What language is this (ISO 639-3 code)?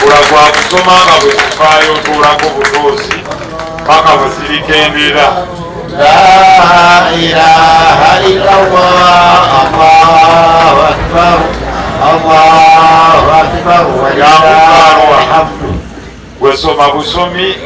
lug